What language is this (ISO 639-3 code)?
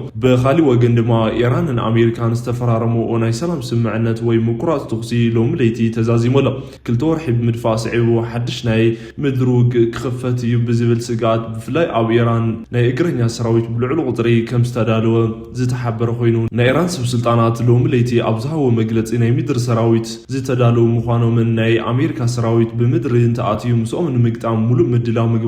tir